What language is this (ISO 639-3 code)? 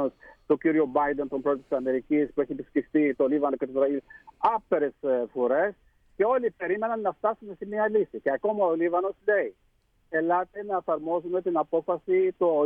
ell